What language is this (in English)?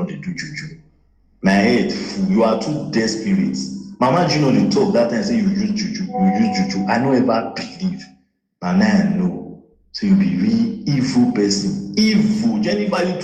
Nigerian Pidgin